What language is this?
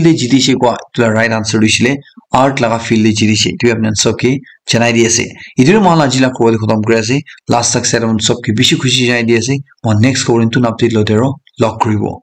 Naga Pidgin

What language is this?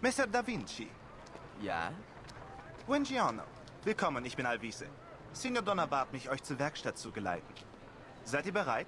Bavarian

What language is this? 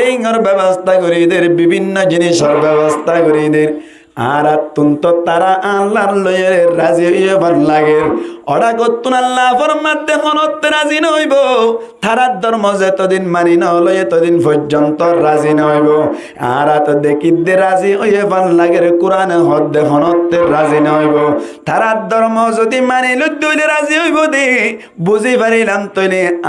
Rohingya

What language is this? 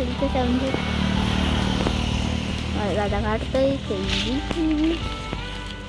Marathi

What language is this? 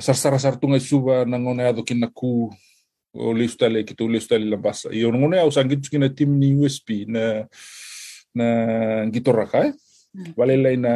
Fijian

